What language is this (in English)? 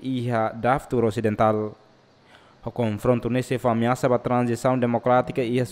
Tetum